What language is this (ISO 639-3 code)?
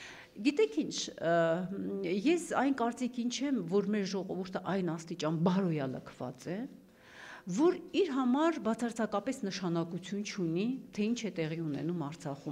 hye